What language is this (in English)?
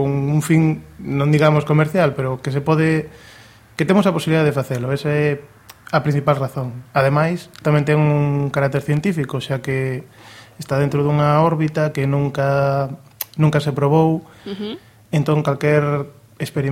Galician